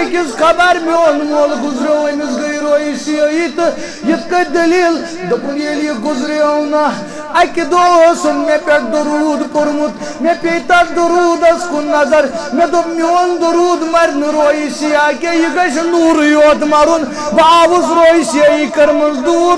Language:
Kashmiri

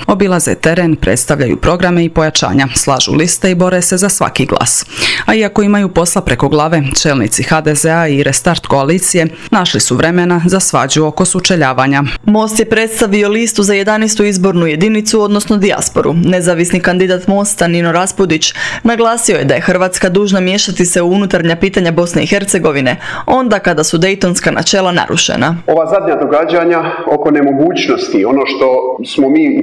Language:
Croatian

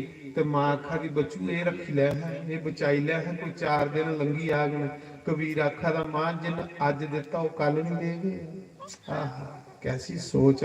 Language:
Dogri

